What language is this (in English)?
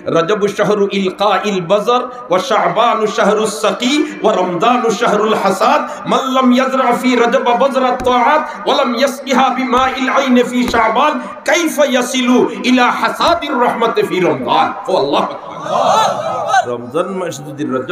Sylheti